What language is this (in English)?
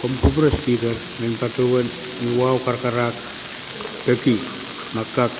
Pohnpeian